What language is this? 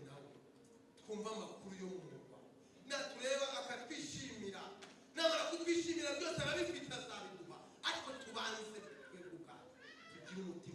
Kinyarwanda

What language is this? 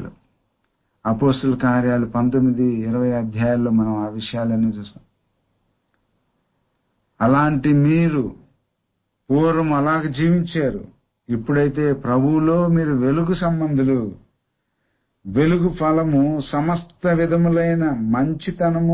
Telugu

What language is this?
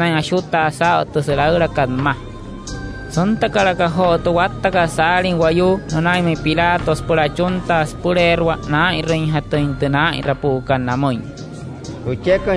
Wayuu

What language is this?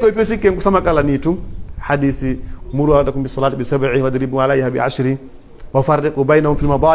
Pular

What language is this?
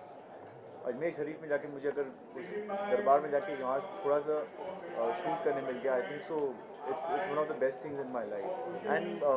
Hindi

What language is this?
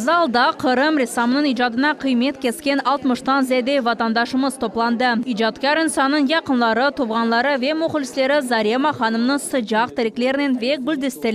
Crimean Tatar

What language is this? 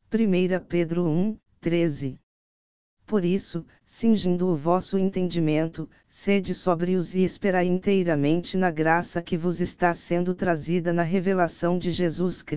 Portuguese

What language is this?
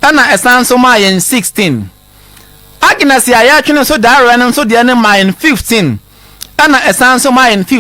Akan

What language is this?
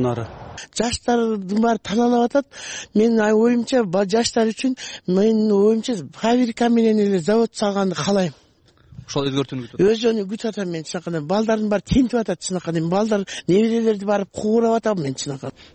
Kyrgyz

